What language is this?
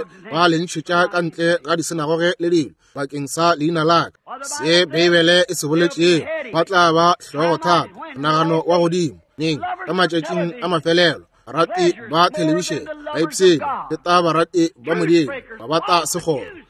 Northern Sotho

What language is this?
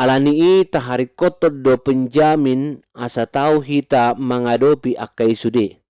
Batak Toba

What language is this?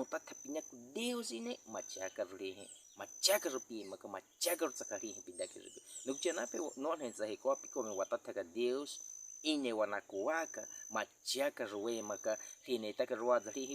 Baniwa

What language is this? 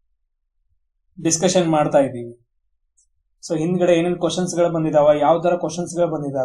Kannada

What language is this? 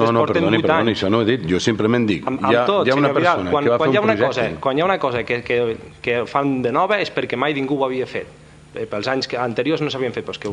Catalan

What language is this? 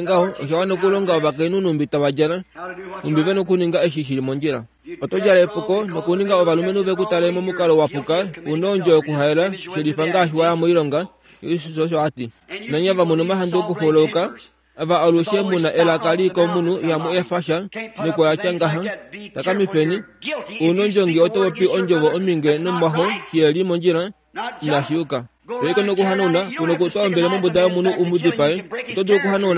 Kuanyama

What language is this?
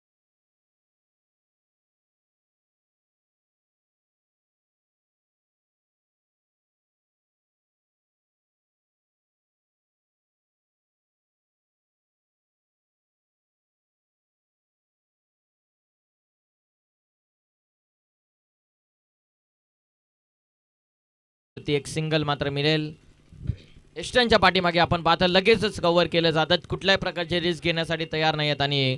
Marathi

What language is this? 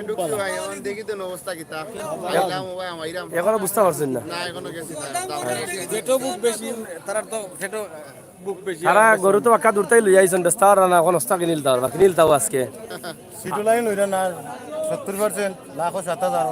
Sylheti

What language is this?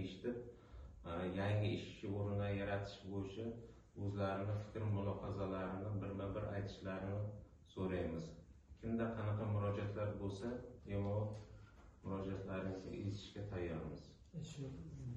Uzbek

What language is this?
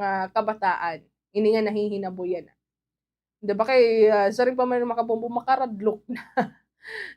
Waray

